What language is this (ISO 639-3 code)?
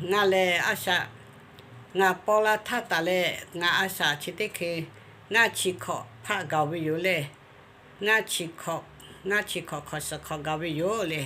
lhu